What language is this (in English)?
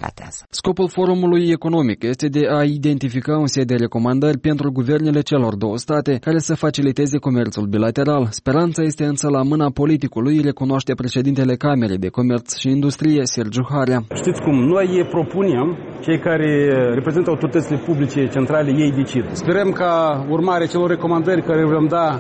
Romanian